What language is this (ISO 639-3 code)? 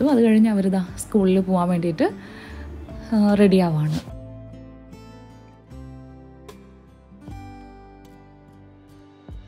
mal